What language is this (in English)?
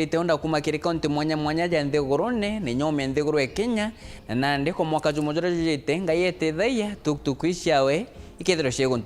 Meru